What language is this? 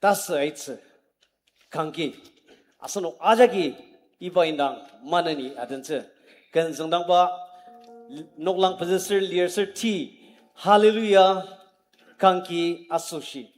Ao Naga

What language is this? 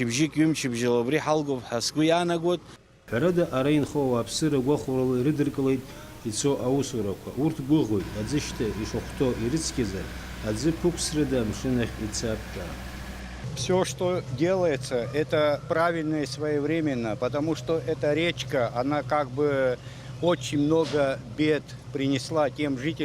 Abkhazian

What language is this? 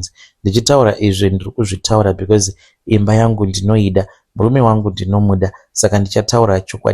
Shona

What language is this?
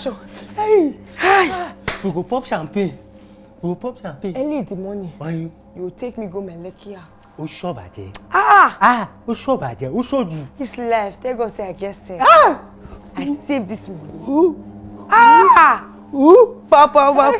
Nigerian Pidgin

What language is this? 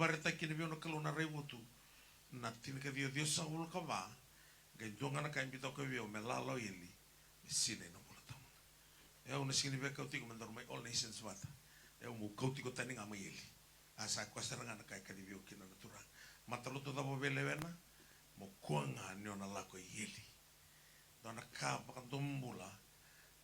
Fijian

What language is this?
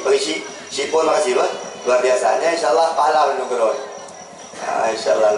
Achinese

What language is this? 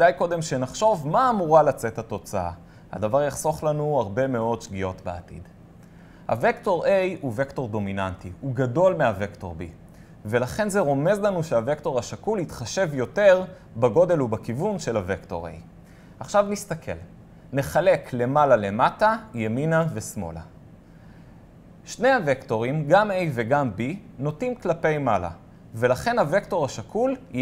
Hebrew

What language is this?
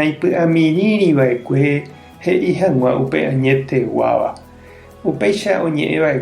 Guarani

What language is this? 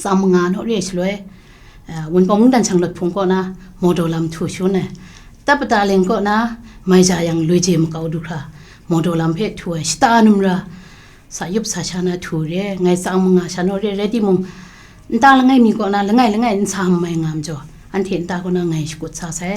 Kachin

